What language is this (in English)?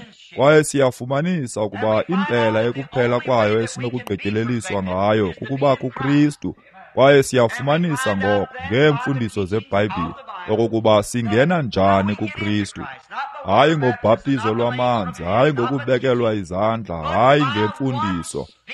Xhosa